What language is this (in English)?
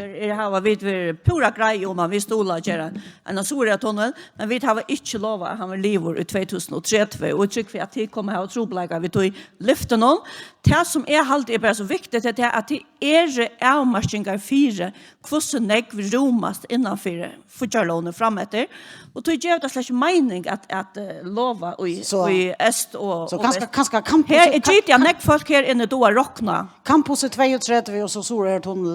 Faroese